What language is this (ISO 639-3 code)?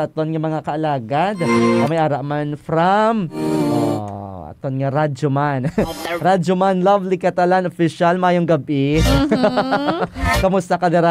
hil